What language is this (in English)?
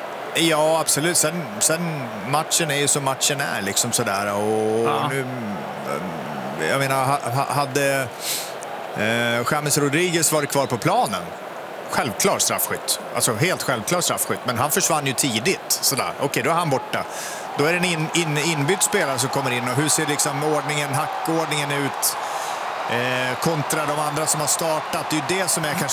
Swedish